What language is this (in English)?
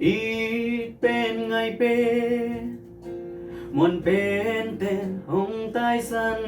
Tedim Chin